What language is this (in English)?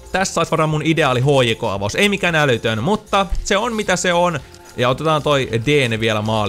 Finnish